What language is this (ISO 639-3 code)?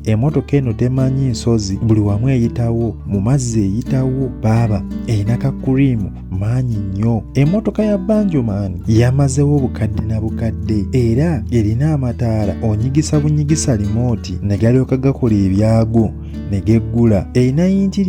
lug